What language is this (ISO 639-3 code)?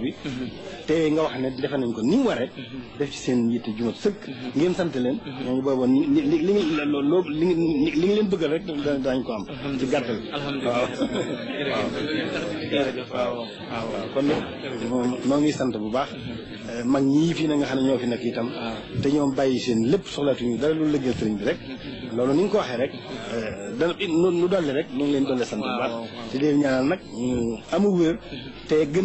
wol